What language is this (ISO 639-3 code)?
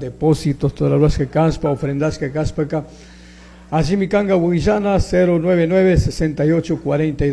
qug